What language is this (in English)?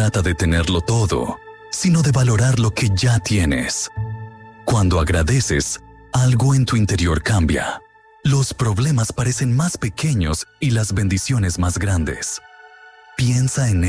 Spanish